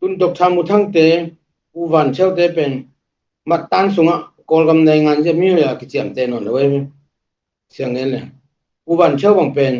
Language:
Tedim Chin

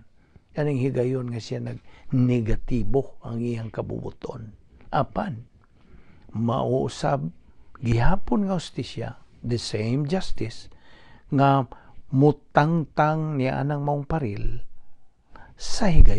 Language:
Cebuano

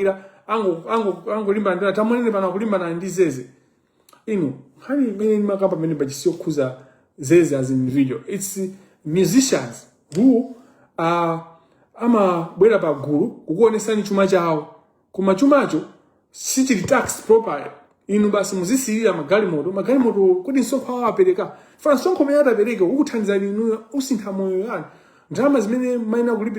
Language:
Nyanja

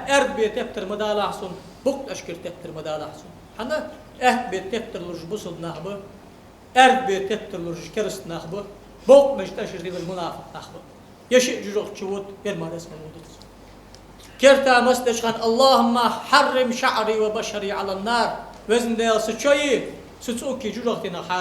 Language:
Ingush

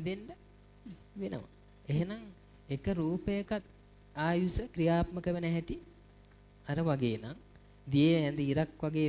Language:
Sinhala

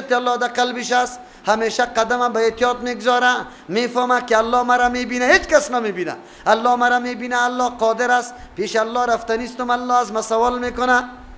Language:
Persian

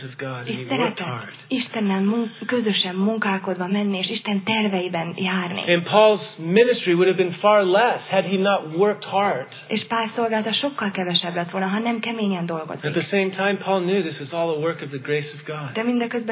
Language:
Hungarian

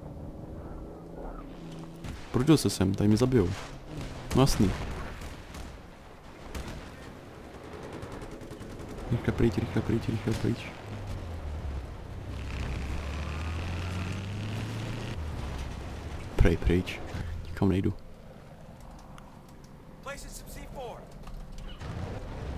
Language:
Czech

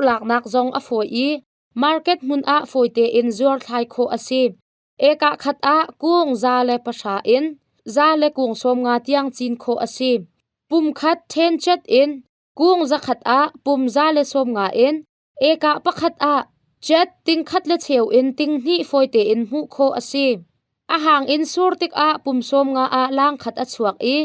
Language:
Hakha Chin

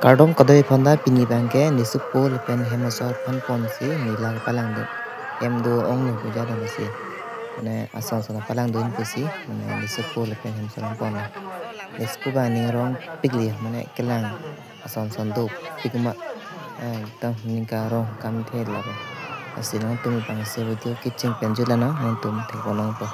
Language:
Karbi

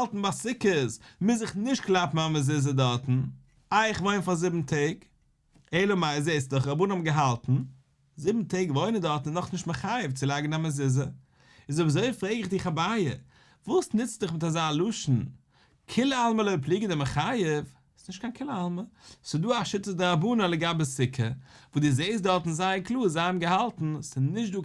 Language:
Yiddish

